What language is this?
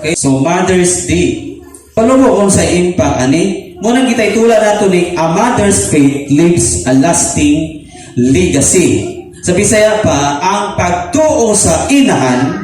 Cebuano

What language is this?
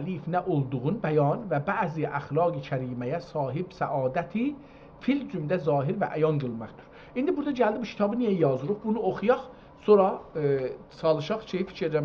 South Azerbaijani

